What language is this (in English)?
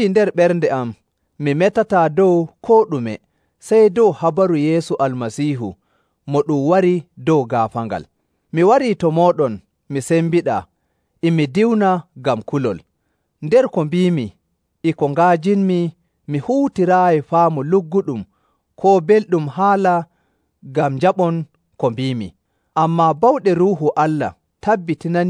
Nigerian Fulfulde